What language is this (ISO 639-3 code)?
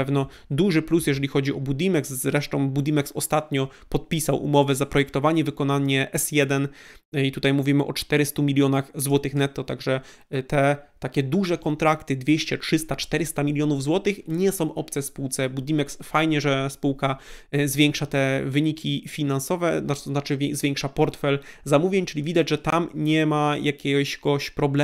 pol